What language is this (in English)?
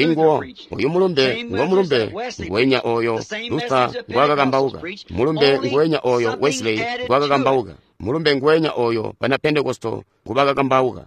Tonga (Zambia)